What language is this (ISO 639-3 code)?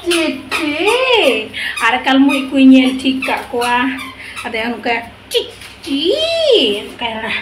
sat